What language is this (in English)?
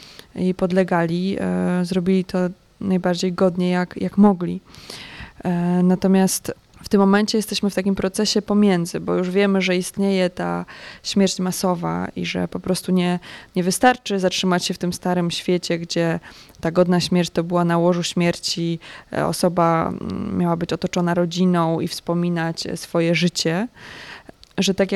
Polish